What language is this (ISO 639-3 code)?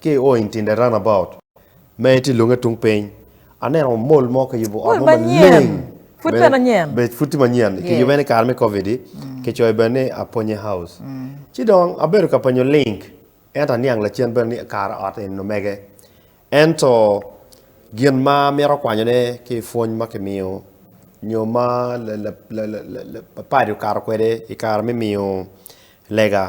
ach